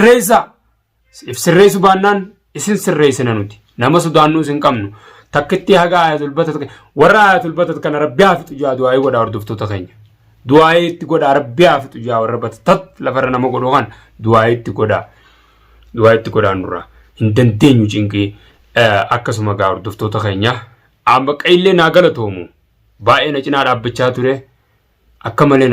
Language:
Oromo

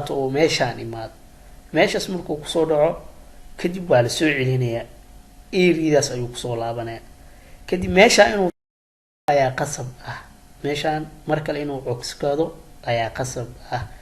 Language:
Somali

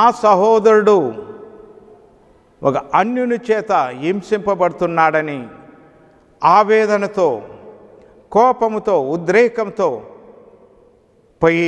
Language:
Telugu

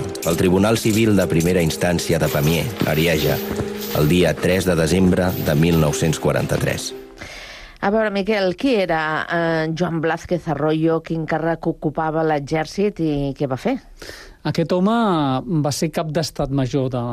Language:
Catalan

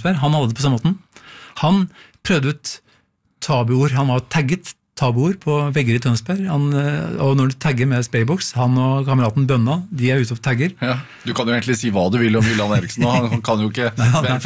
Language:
Norwegian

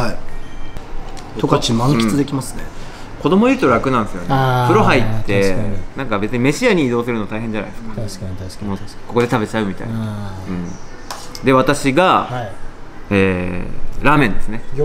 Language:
Japanese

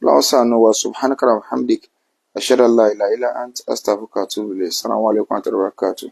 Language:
Yoruba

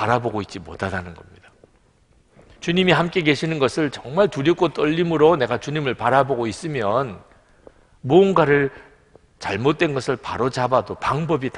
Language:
Korean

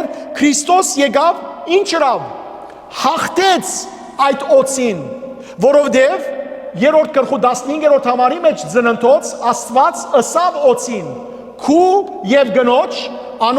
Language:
Western Armenian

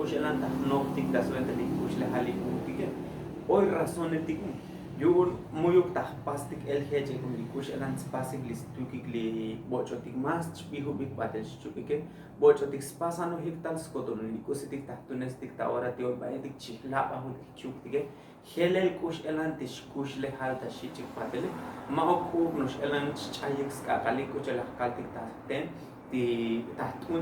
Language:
Tzotzil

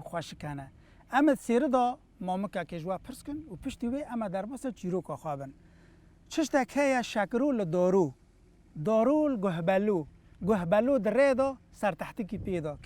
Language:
Kurdish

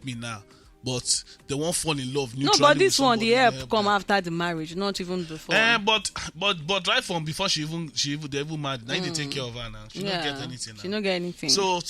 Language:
Nigerian Pidgin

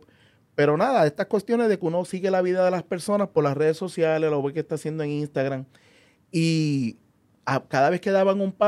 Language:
Spanish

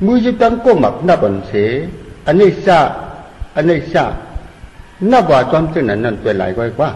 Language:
Shan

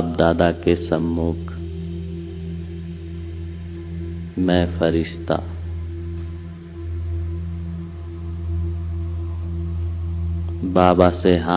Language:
Hindi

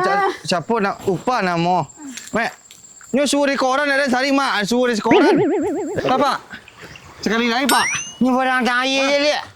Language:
Minangkabau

